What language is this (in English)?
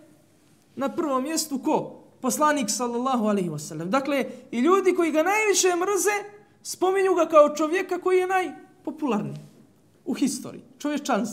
Bosnian